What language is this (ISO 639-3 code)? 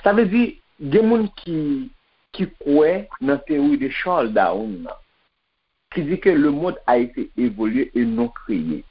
hat